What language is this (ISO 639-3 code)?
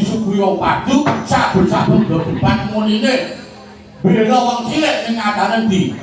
jav